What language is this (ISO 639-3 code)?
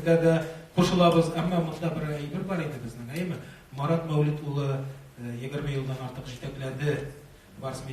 tat